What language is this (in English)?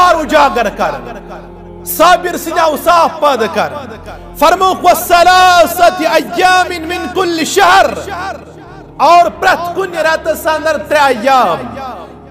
Kashmiri